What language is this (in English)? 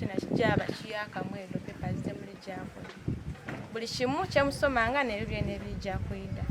Soga